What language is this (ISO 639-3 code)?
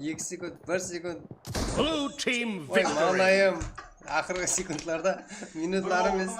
kaa